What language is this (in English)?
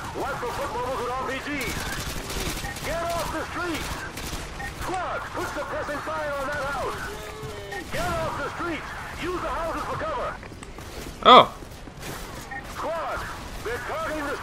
English